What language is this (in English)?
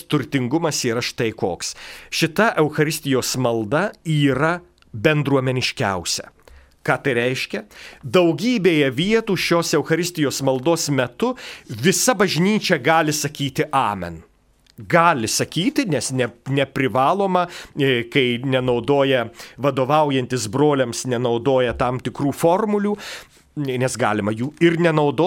Lithuanian